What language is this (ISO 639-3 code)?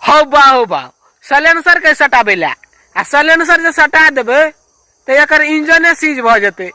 mai